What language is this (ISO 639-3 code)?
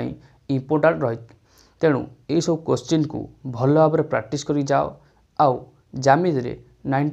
ori